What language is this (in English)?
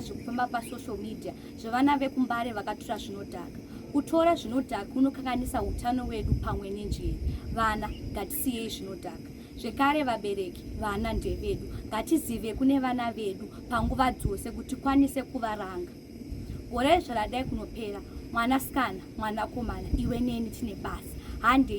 Shona